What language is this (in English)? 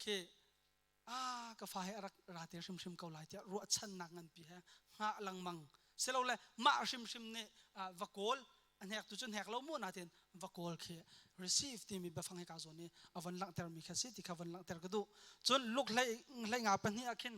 Hakha Chin